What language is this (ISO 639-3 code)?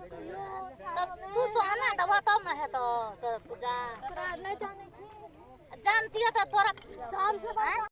mai